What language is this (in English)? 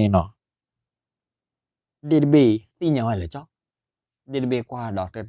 S'gaw Karen